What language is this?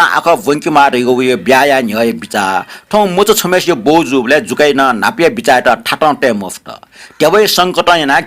Newari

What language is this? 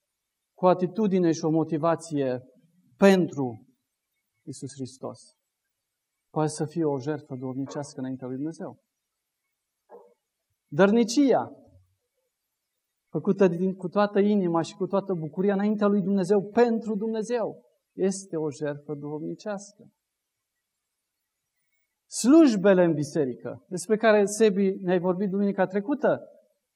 Romanian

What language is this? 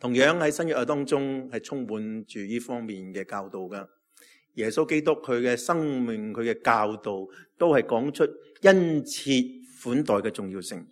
Cantonese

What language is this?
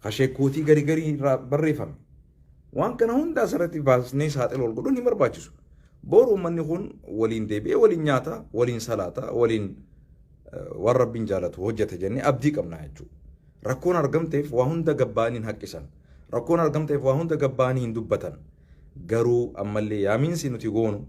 Oromo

